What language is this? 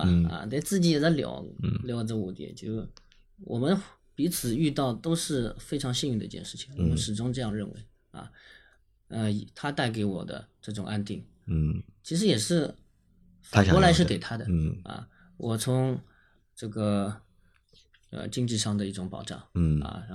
Chinese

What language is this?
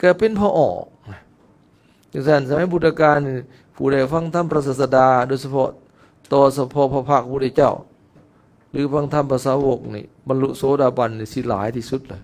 Lao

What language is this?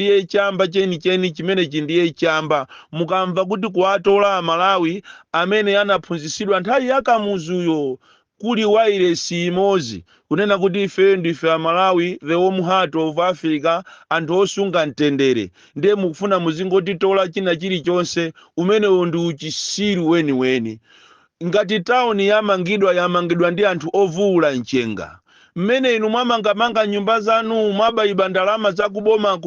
Nyanja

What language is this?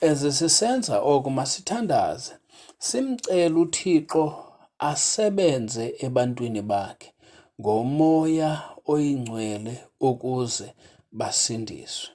Xhosa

